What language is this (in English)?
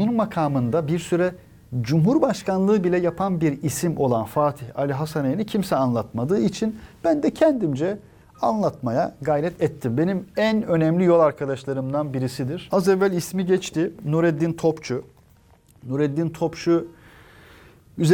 Turkish